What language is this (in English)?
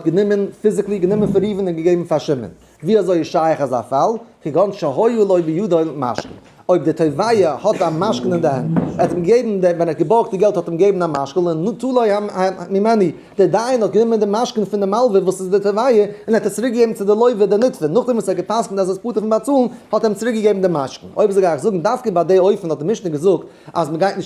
Yiddish